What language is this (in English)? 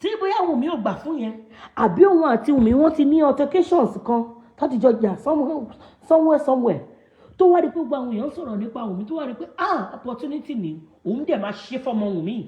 Yoruba